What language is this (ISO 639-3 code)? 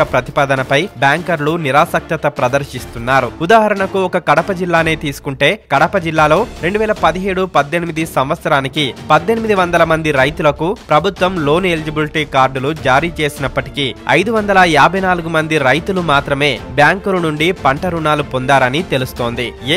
tel